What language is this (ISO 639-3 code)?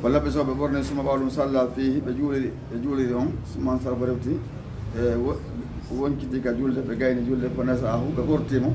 ful